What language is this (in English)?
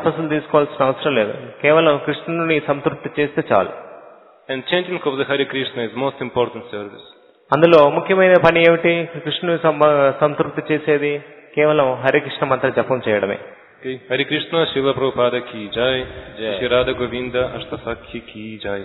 Telugu